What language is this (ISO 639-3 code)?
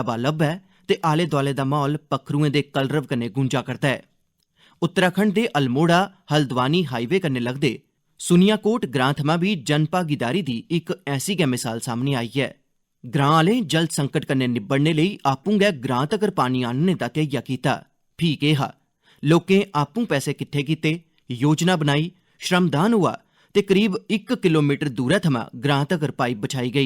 doi